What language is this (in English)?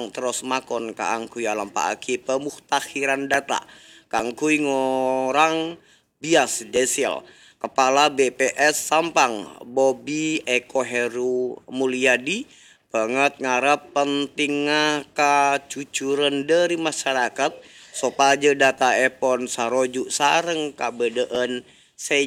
Madurese